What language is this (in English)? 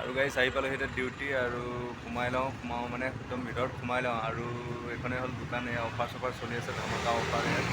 Assamese